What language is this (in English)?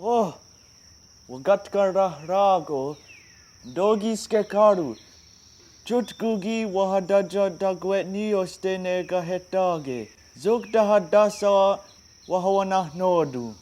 Mohawk